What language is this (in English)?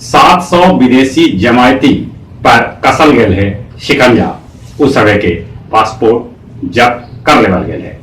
Magahi